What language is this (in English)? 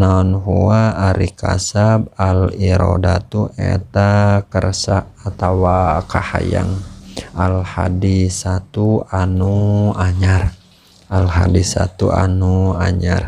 Sundanese